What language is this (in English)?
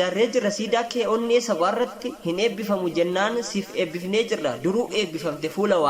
Oromo